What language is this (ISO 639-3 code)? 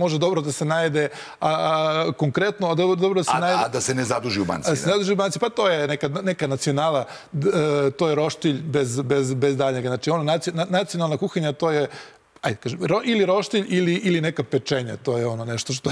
srp